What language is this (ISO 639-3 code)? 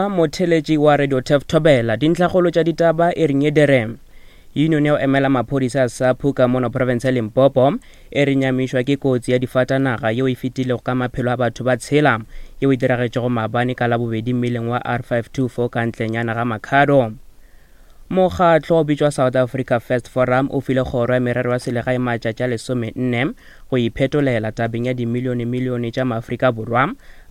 nso